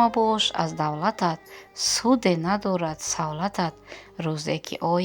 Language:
Tajik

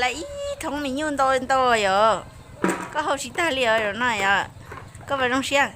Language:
Hmong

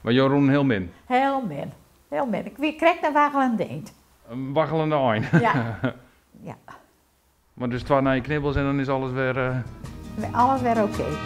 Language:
Western Frisian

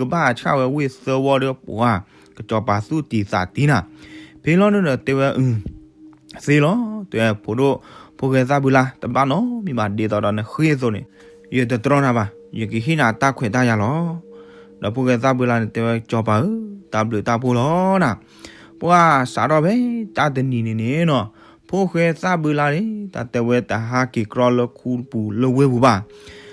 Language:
S'gaw Karen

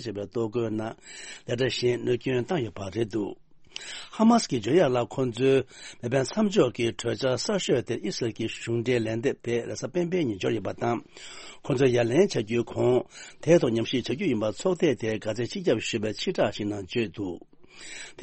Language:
Tibetan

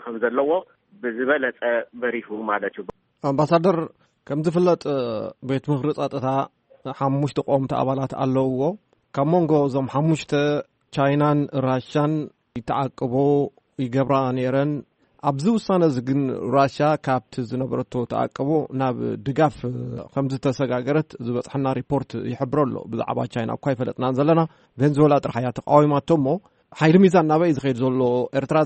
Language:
Tigrinya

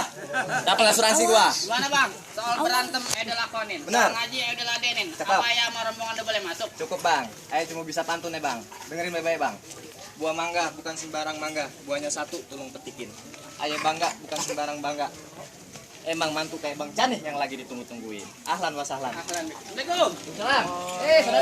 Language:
Betawi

